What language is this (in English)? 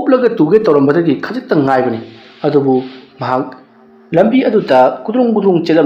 Manipuri